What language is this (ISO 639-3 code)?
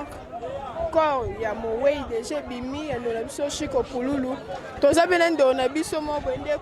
lin